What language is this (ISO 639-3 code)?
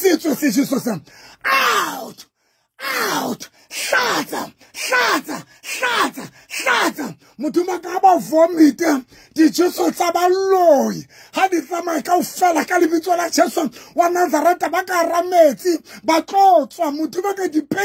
sot